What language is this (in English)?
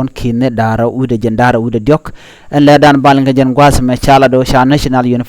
Nuer